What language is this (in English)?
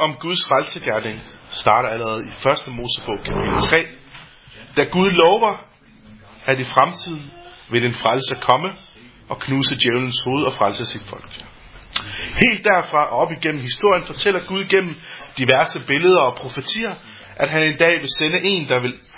Danish